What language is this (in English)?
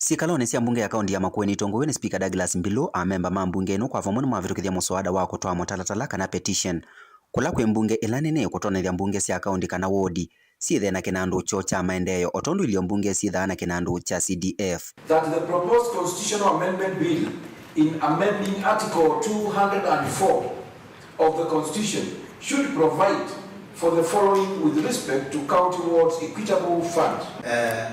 Kamba